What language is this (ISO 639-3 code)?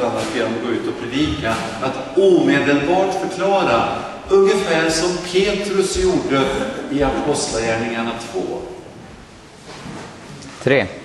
swe